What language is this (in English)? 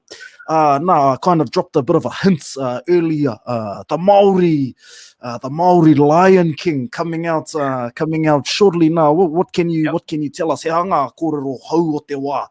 Māori